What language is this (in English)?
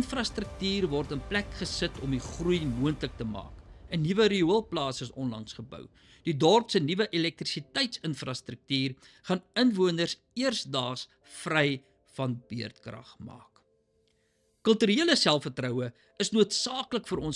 Afrikaans